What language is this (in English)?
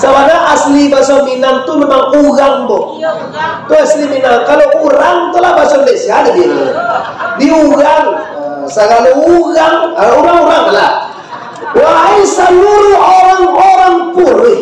Minangkabau